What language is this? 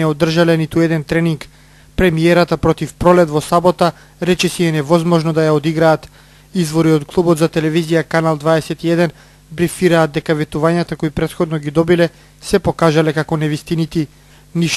Macedonian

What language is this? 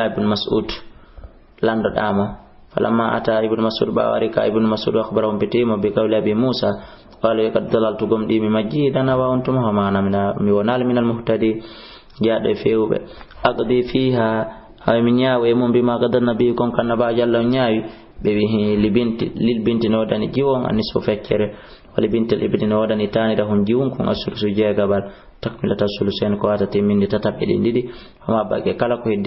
Fula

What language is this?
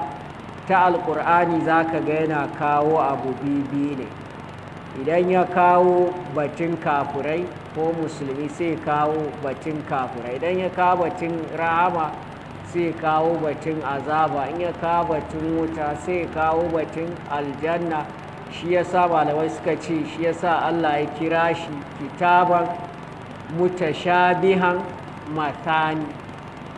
Hausa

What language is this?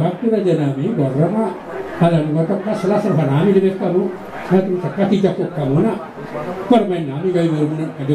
Batak Toba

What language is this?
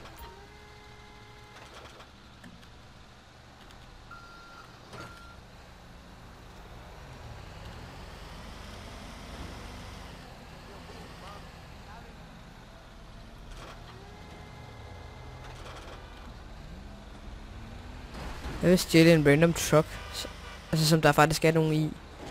Danish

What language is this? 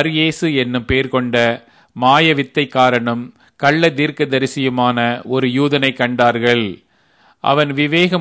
Tamil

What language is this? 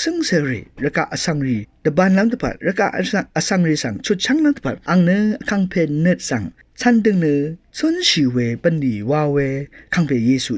Rawang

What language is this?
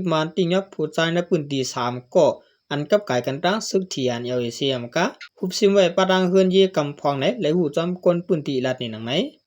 Shan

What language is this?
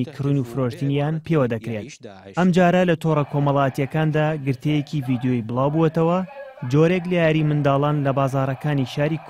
Central Kurdish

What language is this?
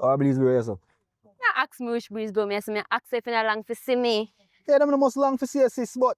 Jamaican Creole English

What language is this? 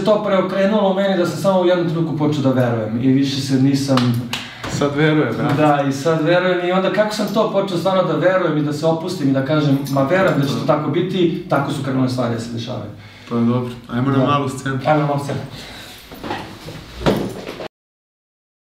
Serbian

